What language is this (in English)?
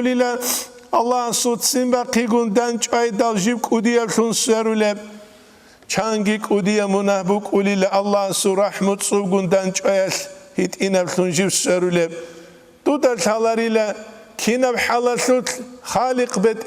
Avaric